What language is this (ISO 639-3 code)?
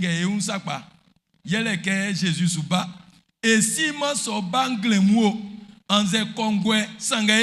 bci